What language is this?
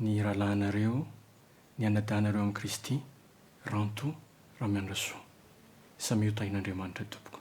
Malagasy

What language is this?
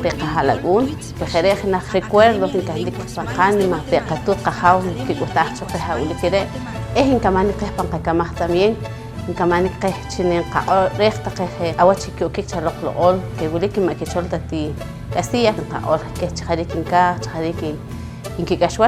Poqomchi'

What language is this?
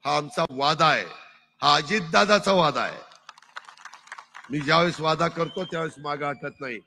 Marathi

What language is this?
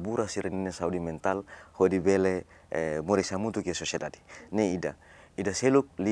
Tetum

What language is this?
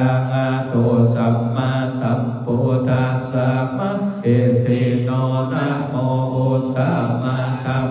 Pali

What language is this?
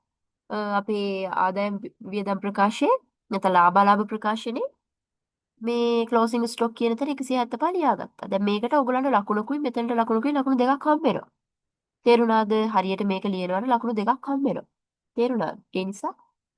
Sinhala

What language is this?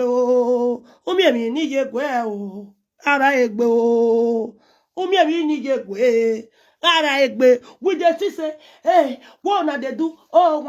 Nigerian Pidgin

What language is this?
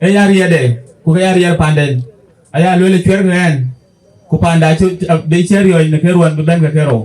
Dinka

